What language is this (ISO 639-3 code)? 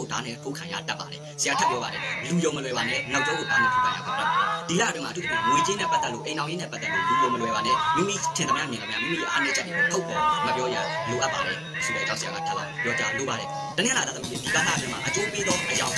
mya